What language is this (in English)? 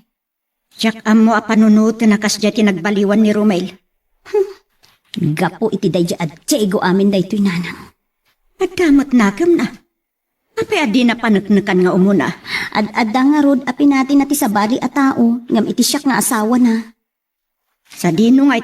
Iloko